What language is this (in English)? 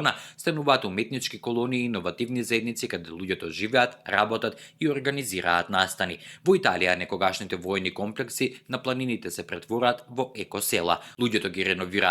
Macedonian